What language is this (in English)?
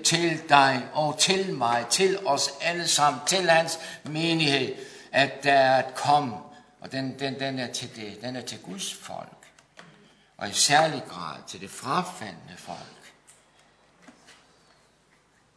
Danish